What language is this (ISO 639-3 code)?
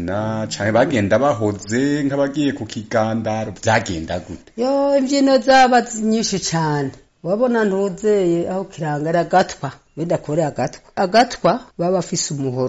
run